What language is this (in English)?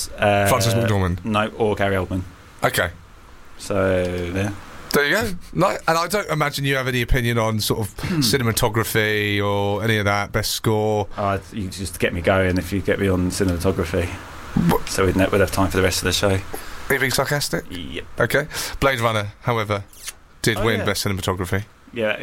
English